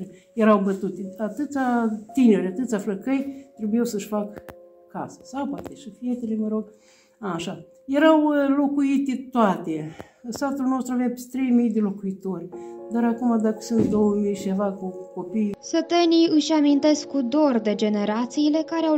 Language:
Romanian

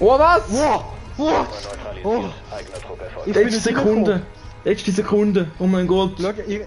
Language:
Swiss German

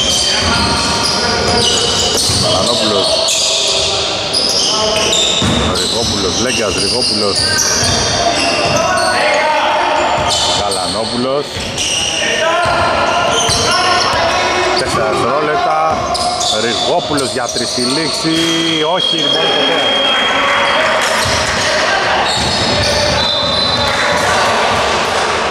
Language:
Greek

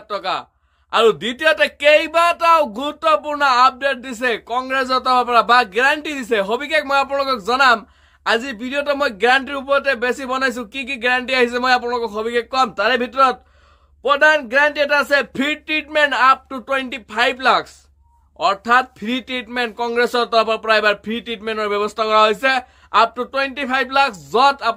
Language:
Assamese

